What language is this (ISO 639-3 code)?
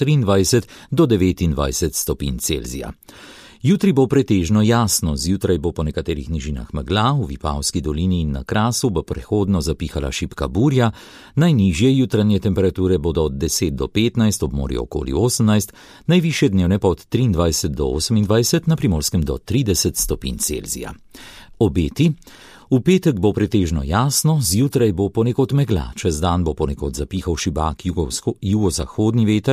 slv